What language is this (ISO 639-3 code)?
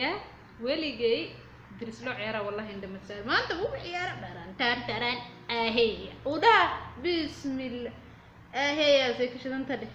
som